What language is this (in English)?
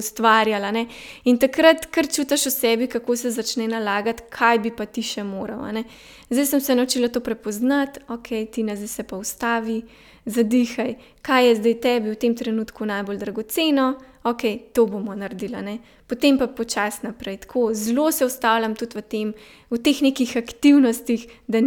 Slovenian